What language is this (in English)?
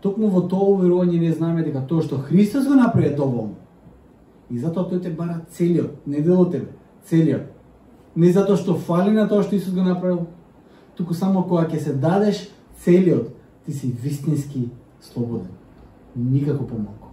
Macedonian